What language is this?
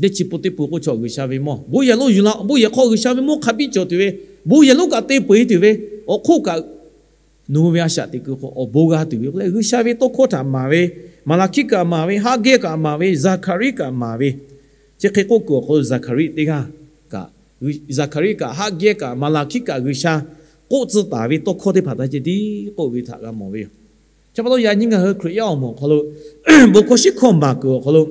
Lahu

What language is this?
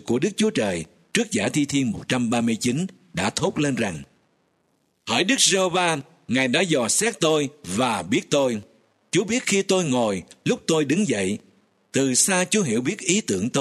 Vietnamese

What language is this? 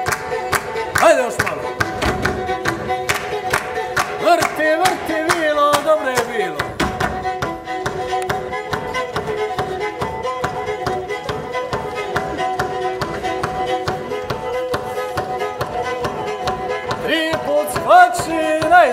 Croatian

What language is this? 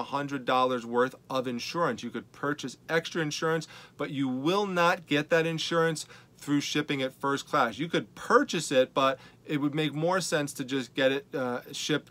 English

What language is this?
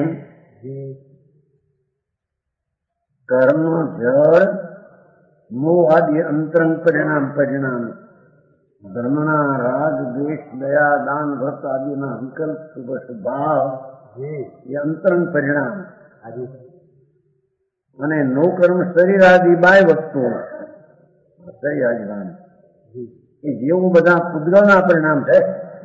Gujarati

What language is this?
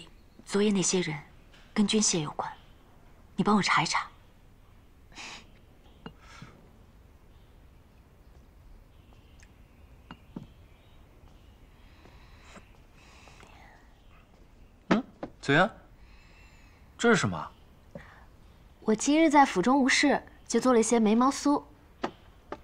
Chinese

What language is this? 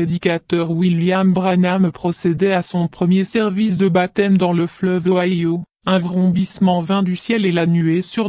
French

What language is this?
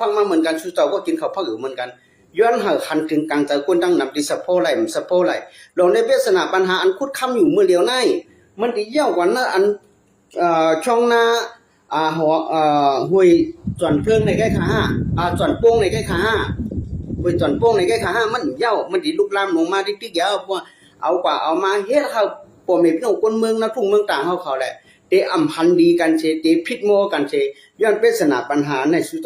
Shan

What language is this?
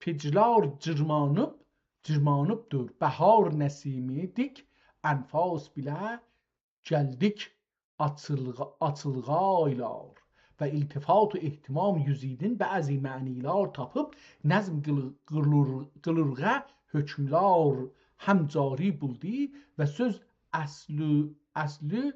South Azerbaijani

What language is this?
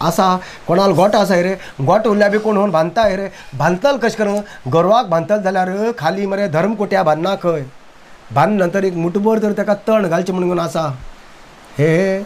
Konkani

